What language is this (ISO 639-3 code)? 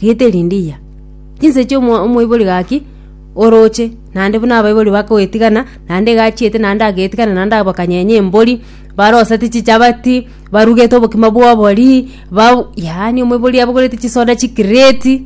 guz